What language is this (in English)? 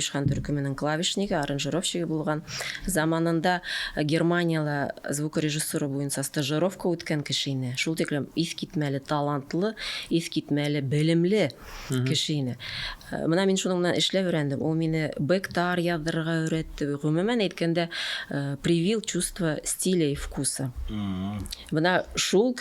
Bashkir